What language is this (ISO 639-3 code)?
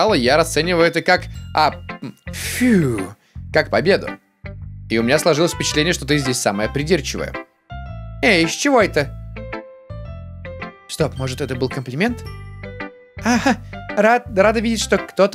rus